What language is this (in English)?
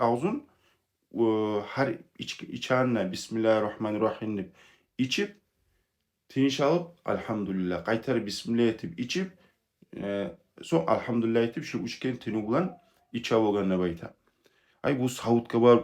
Kumyk